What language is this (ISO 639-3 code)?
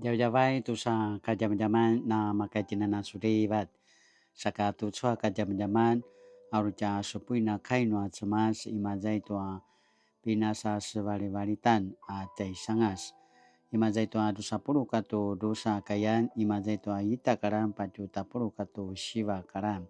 pwn